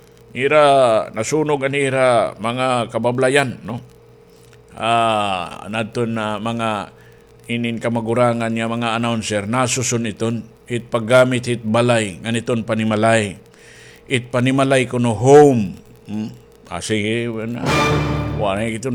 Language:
Waray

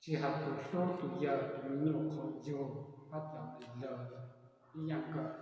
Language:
Hmong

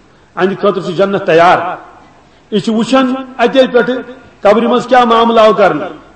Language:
Kashmiri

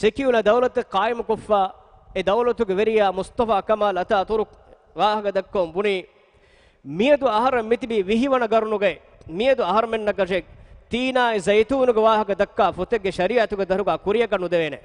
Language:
Divehi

